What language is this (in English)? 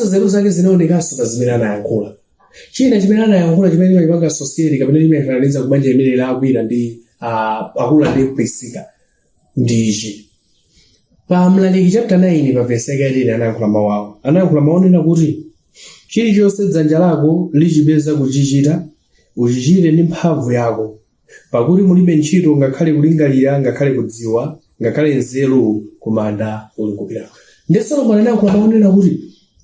Nyanja